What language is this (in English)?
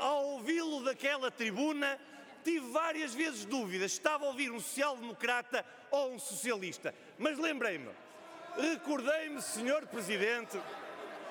Portuguese